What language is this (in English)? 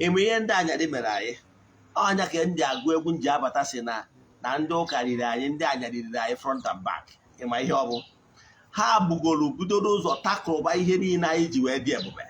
Igbo